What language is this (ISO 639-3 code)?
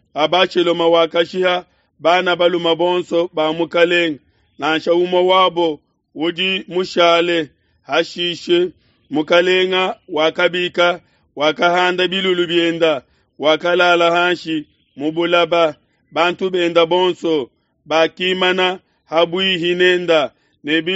lua